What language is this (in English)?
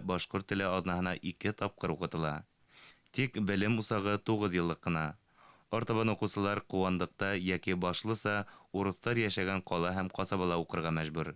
Bashkir